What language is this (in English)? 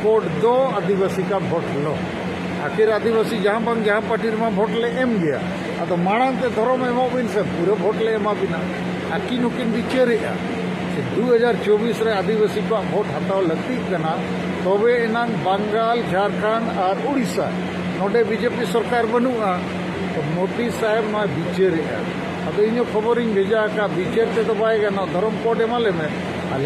Santali